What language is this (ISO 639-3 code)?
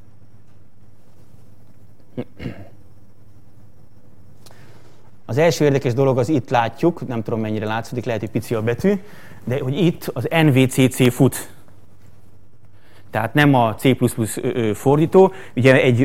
hun